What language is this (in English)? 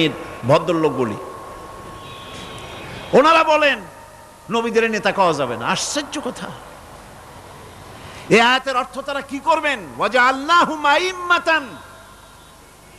Bangla